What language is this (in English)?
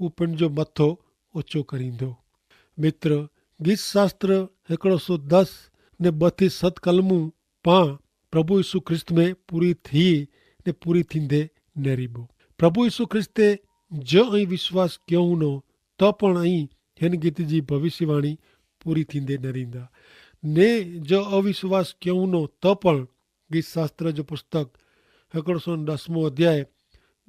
Kachhi